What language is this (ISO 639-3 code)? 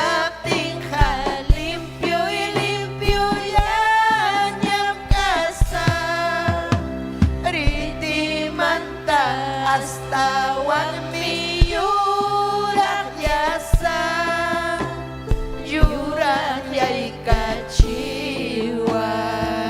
quy